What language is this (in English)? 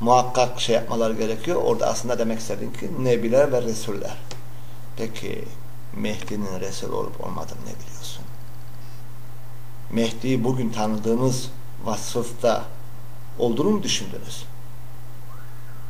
Turkish